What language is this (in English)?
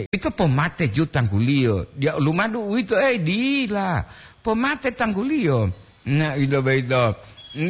Gorontalo